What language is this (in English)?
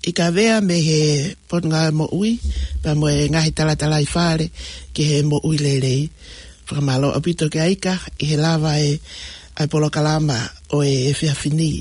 Tongan